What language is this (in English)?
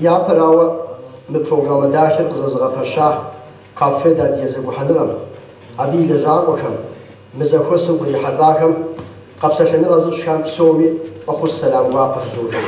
Kabardian